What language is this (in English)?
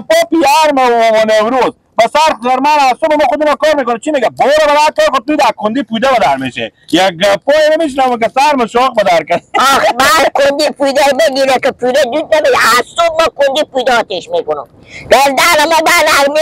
Persian